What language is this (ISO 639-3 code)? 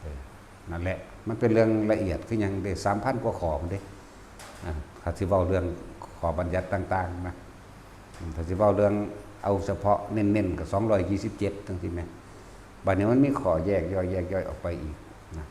tts